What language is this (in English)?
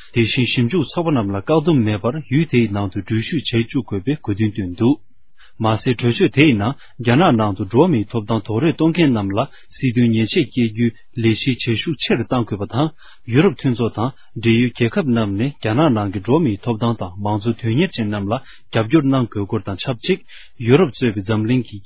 Tibetan